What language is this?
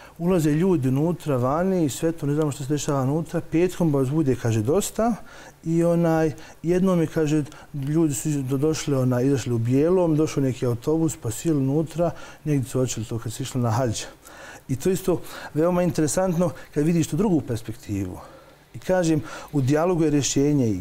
Bosnian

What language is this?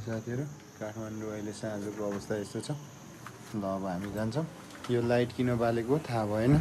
Nepali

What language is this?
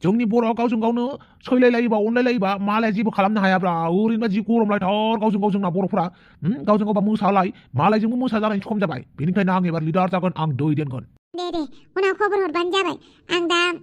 Bodo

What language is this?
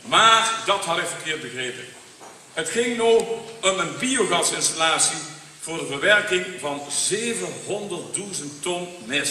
Limburgish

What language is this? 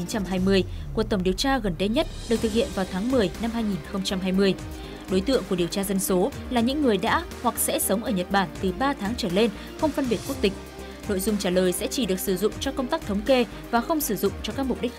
Vietnamese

